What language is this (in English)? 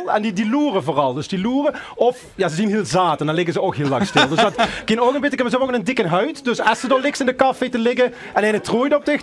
Limburgish